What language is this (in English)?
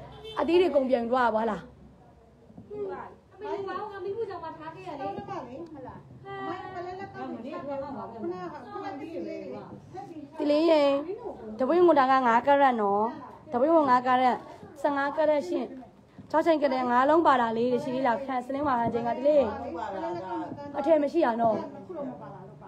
Burmese